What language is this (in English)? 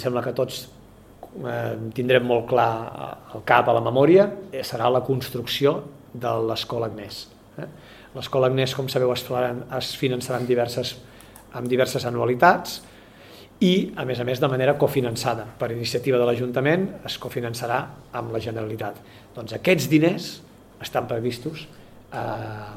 Catalan